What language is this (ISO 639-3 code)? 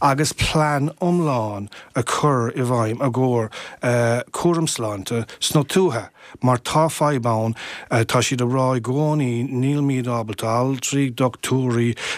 gle